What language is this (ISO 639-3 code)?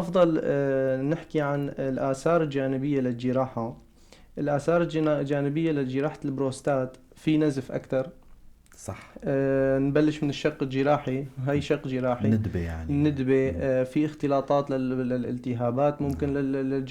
apc